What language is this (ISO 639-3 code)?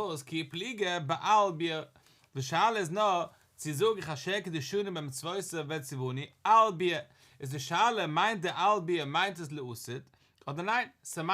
yid